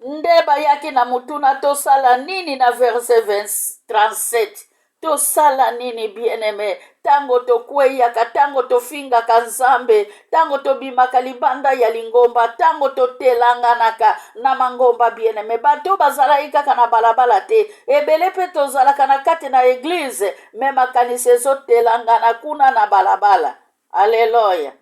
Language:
Lingala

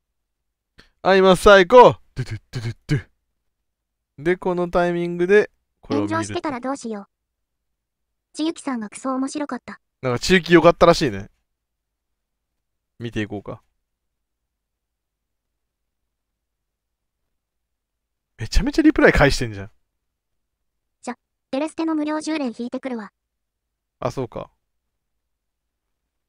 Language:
Japanese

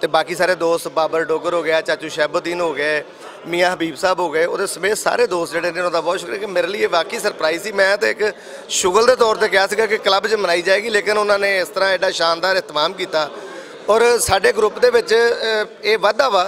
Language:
Western Panjabi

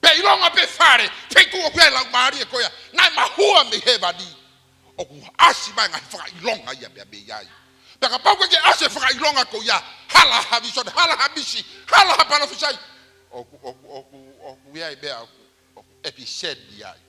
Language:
Tongan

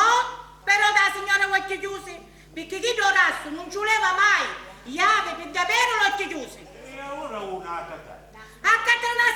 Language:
Sicilian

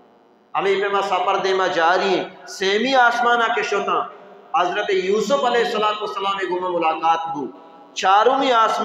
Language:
Baluchi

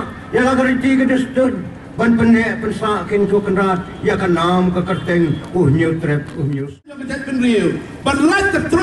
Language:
Khasi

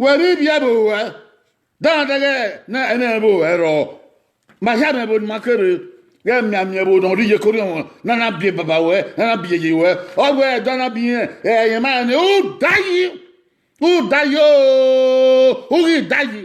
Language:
Bini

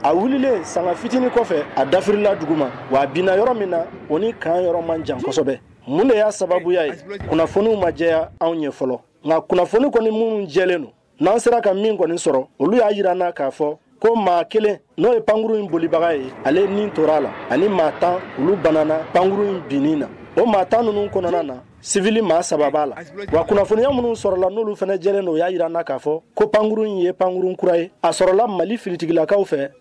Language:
Bambara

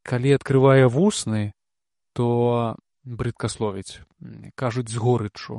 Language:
Belarusian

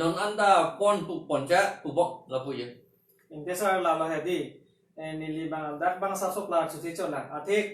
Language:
Karbi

